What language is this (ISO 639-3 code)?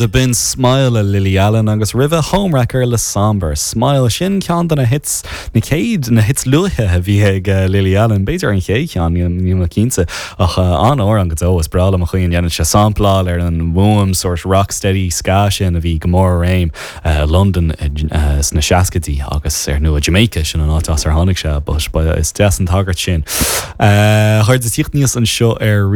gle